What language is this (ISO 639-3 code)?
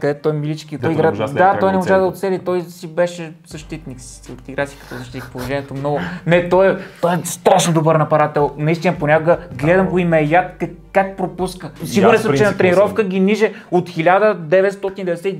bul